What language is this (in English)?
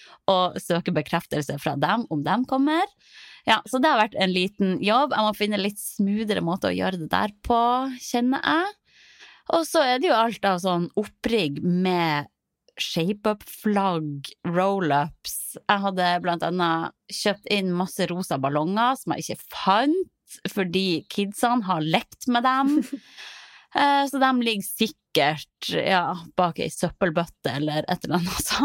Norwegian